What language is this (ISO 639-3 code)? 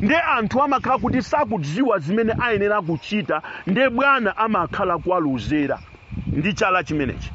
nya